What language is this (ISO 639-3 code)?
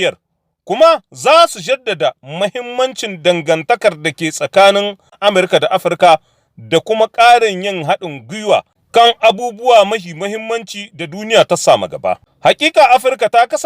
hau